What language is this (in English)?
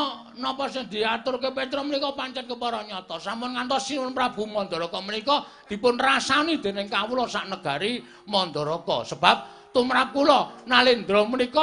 Javanese